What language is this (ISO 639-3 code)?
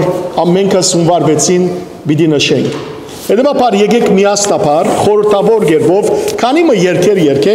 hyw